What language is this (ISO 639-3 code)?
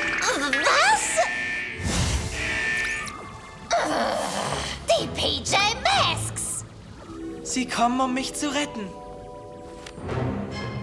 deu